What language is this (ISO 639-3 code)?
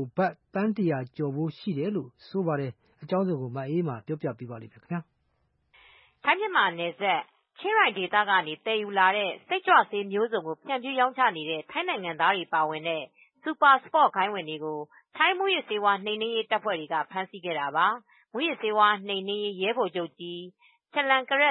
mya